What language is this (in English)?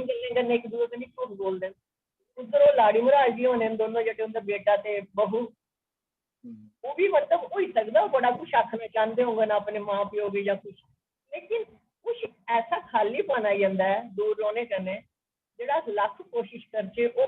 Dogri